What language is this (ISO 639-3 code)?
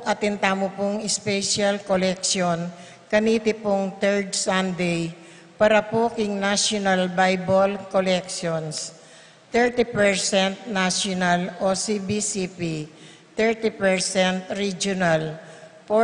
pam